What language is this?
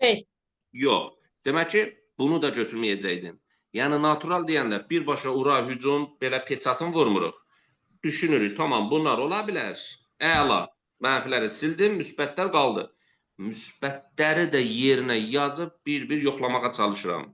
Azerbaijani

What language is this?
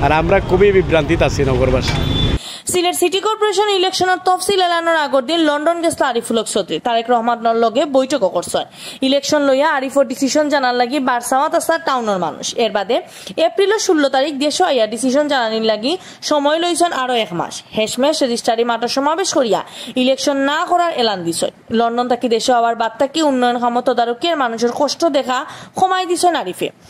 Sylheti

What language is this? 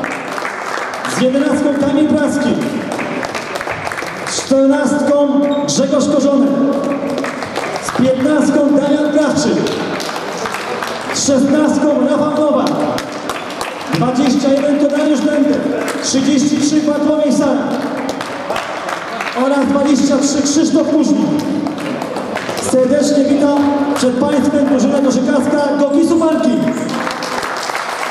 Polish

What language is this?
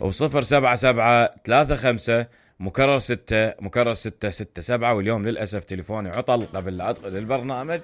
Mesopotamian Arabic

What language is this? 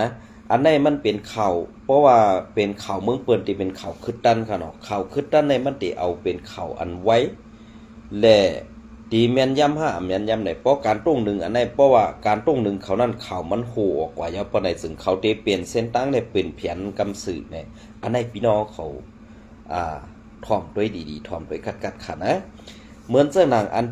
Shan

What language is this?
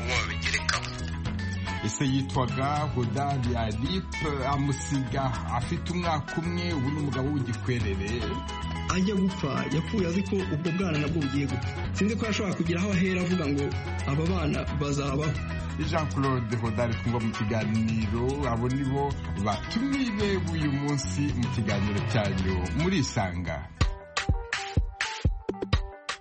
Kinyarwanda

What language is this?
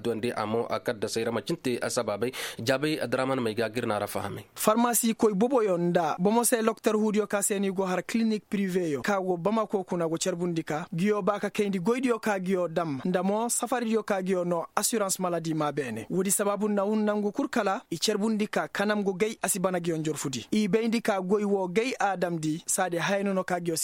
Koyraboro Senni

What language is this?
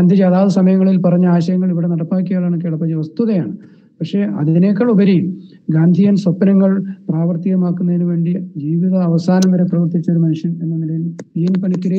Malayalam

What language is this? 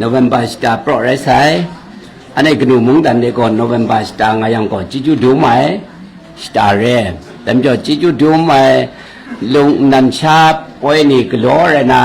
Kachin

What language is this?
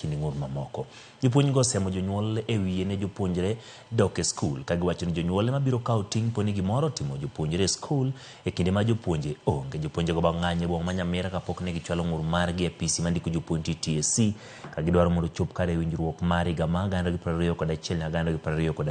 Luo (Kenya and Tanzania)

